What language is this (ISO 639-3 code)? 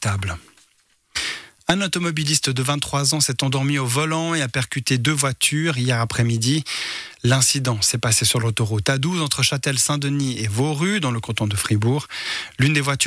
fra